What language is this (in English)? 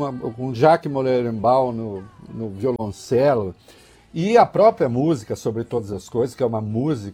Portuguese